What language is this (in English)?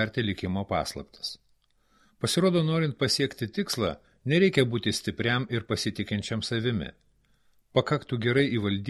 Lithuanian